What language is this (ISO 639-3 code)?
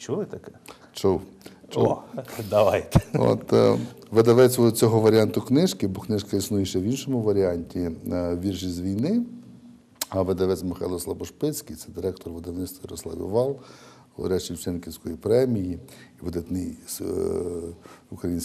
ukr